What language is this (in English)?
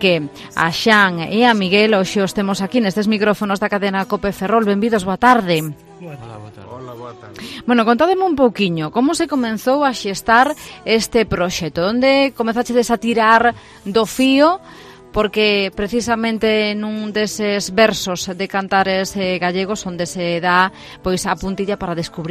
Galician